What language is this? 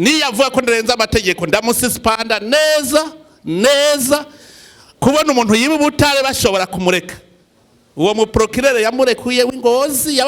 Rundi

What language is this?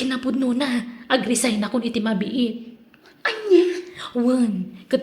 Iloko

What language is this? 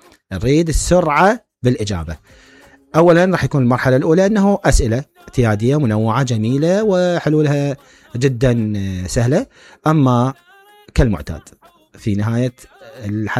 Mesopotamian Arabic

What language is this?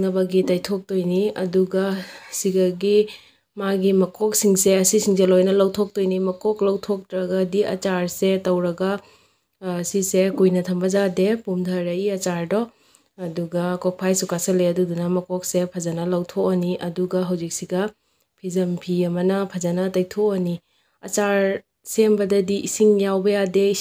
Manipuri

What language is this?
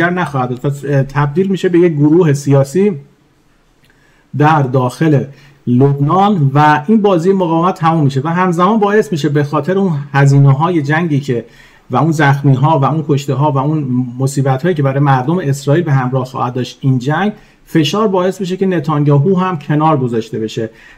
Persian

